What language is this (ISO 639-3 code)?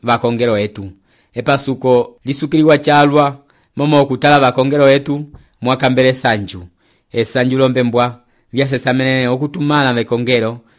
umb